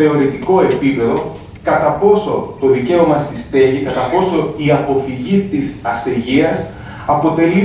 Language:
Greek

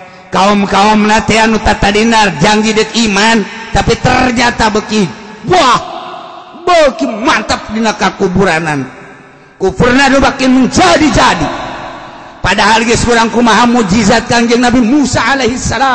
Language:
Sundanese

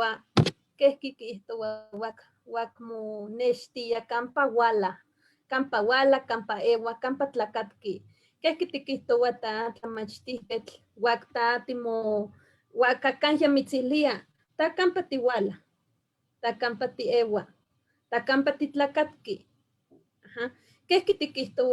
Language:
Eastern Huasteca Nahuatl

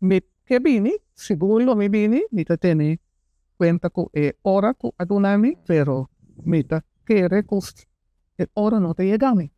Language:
Papiamento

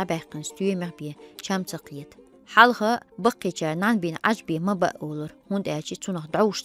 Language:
Chechen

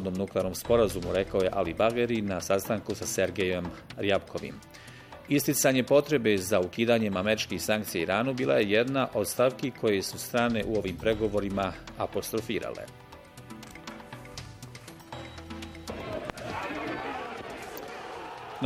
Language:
Bosnian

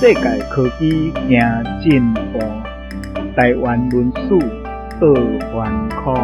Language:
Min Nan Chinese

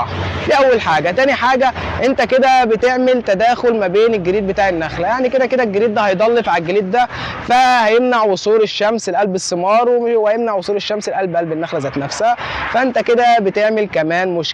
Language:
Egyptian Arabic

